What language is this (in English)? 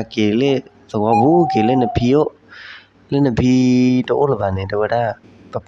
S'gaw Karen